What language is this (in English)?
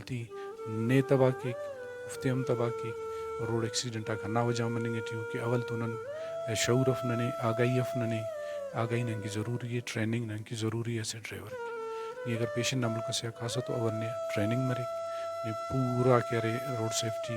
Brahui